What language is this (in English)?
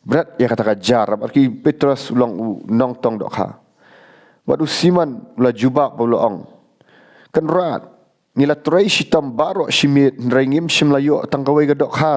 Khasi